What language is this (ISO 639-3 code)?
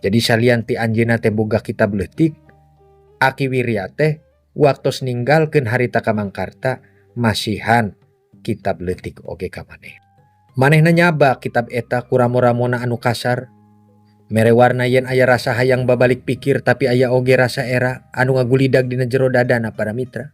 sun